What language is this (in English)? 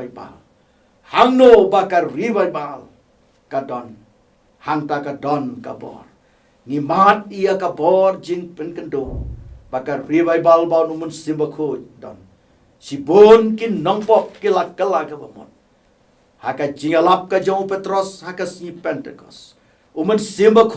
Khasi